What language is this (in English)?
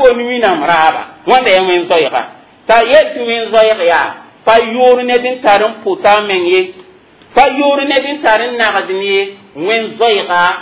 Mossi